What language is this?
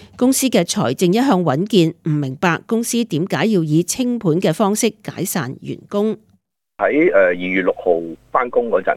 Cantonese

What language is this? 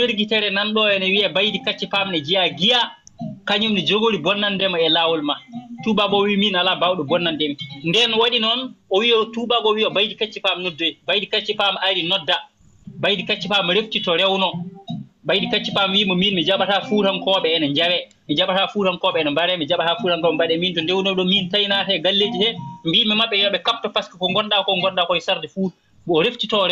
Fula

